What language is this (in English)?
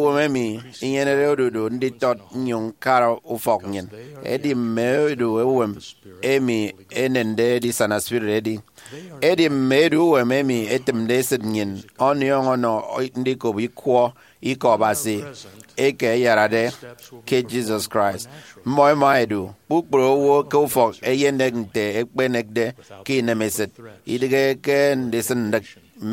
Efik